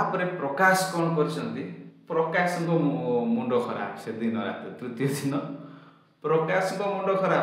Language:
Odia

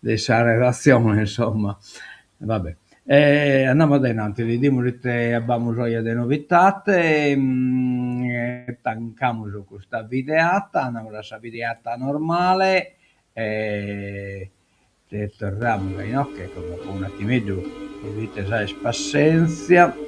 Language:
Sardinian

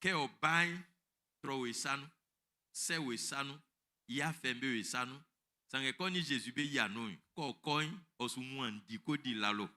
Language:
Baoulé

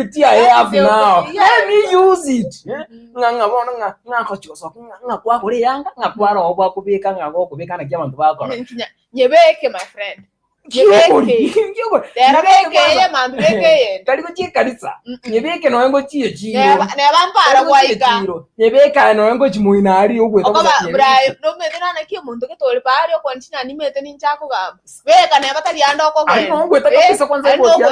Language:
Gusii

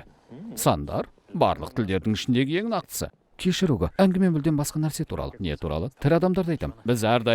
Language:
Kazakh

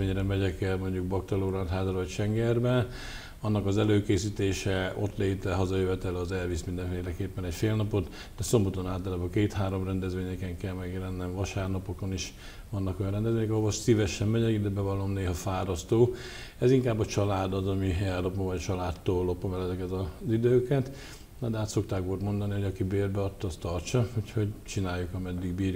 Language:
Hungarian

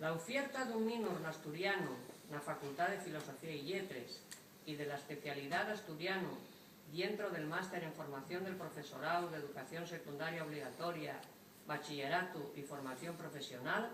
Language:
Asturian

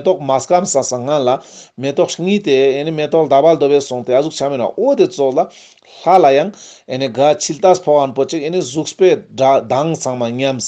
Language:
Ladakhi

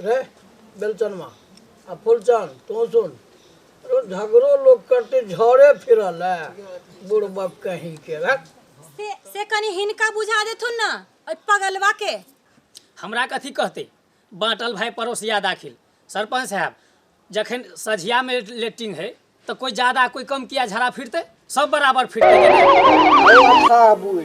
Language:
Maithili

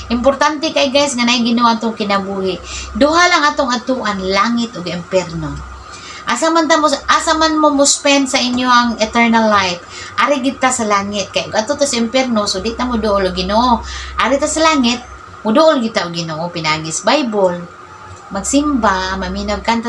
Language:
Cebuano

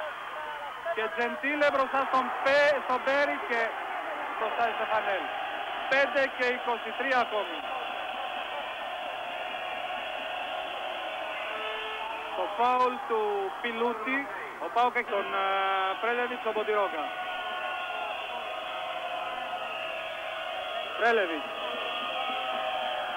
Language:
Greek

